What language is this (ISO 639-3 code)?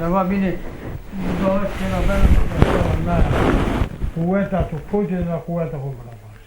zza